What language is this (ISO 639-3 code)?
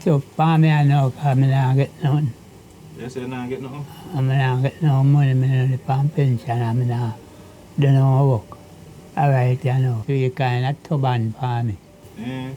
jam